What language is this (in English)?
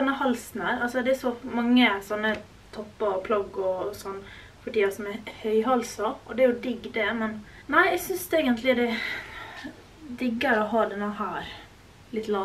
Norwegian